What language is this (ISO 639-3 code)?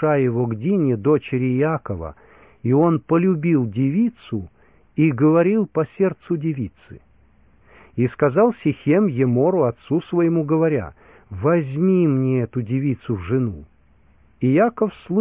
rus